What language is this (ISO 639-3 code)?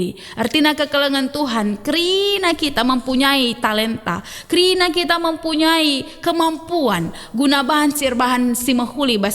btx